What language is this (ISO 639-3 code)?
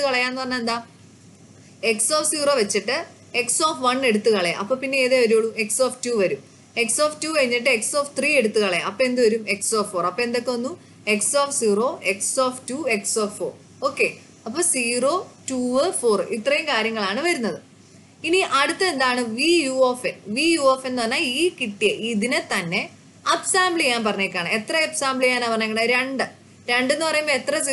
mal